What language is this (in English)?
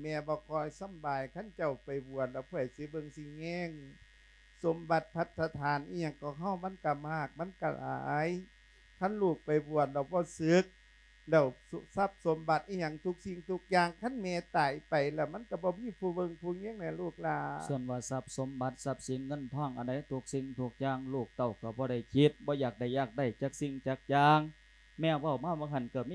Lao